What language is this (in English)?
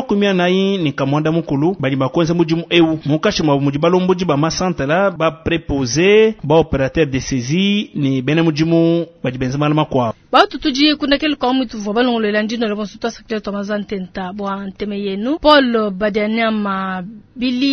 Luba-Lulua